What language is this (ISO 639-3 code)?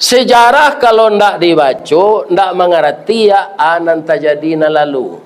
min